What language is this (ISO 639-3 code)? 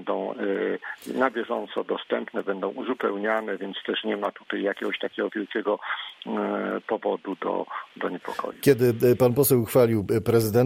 pol